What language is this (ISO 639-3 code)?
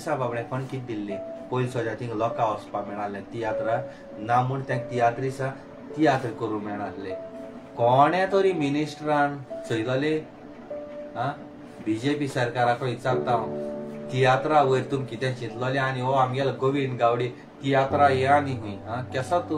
kok